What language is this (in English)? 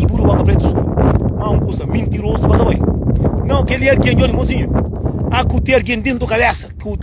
Kabuverdianu